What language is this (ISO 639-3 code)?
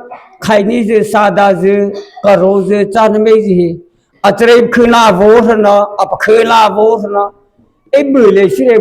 mrh